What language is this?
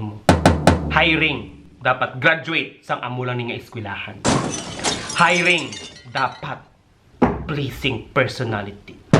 Hiligaynon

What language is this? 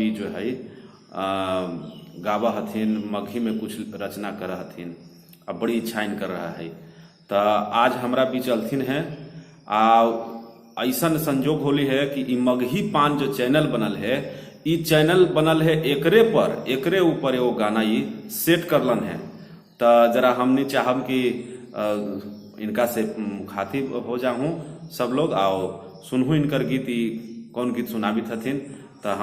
Magahi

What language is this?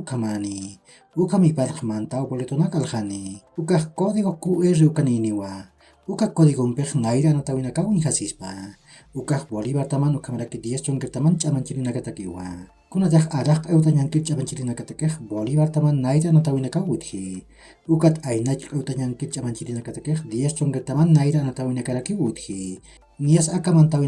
Aymara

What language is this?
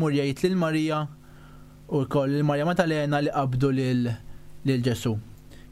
Maltese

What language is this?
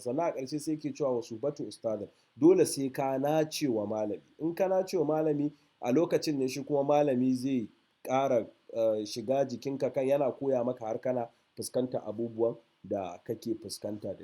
Hausa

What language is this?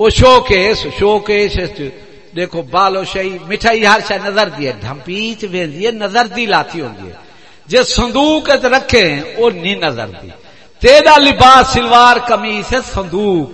Saraiki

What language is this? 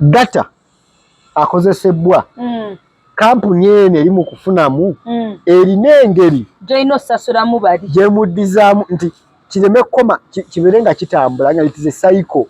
Ganda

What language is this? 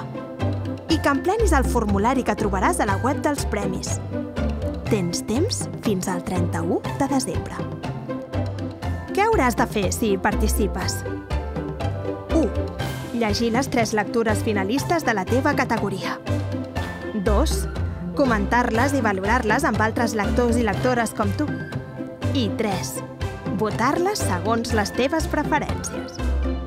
Catalan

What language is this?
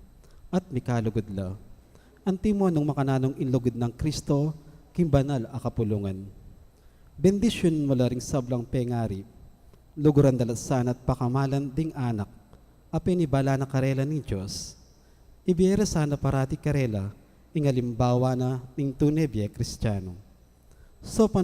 Pampanga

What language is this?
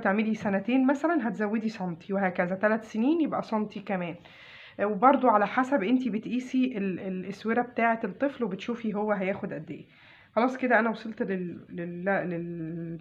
Egyptian Arabic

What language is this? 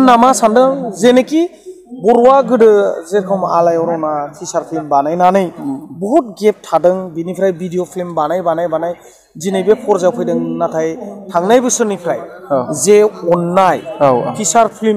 Bodo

